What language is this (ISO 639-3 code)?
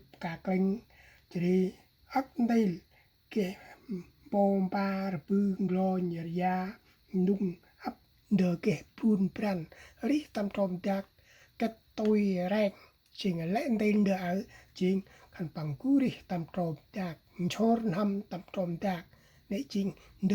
cmo